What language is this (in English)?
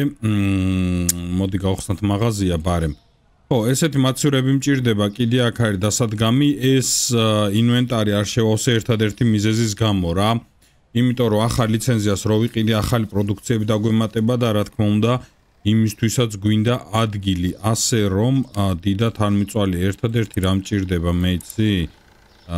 Georgian